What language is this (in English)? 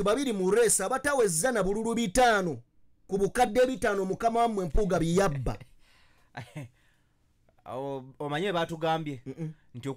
Ganda